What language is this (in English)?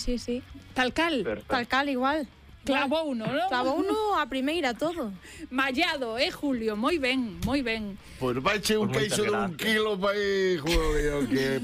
Galician